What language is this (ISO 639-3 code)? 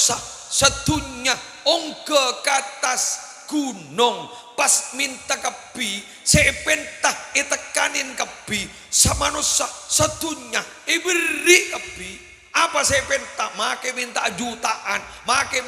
mad